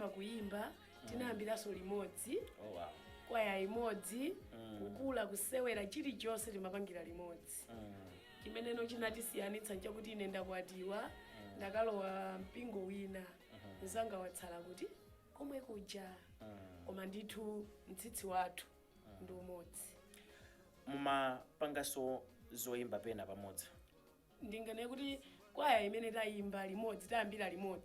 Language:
Nyanja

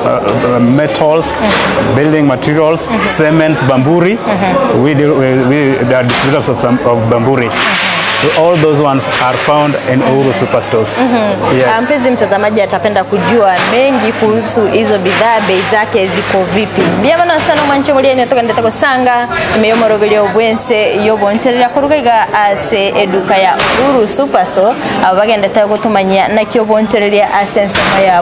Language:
Gusii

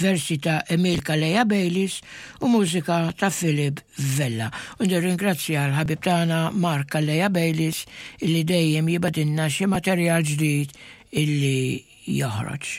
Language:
Maltese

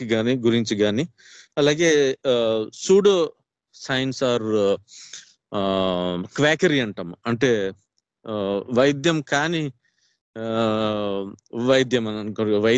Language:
Telugu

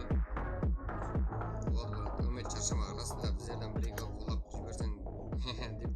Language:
Kara-Kalpak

